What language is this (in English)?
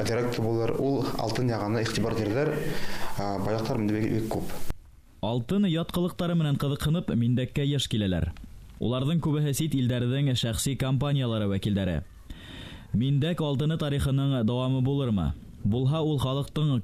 Bashkir